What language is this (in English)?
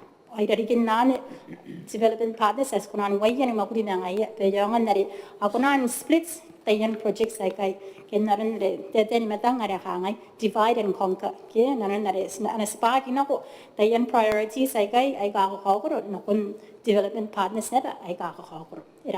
Gilbertese